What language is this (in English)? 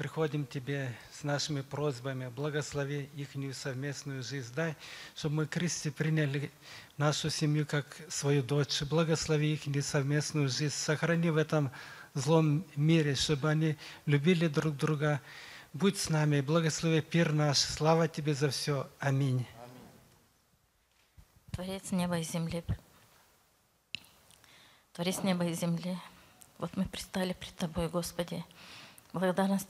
Russian